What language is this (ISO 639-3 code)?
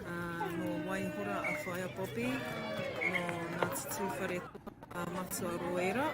mri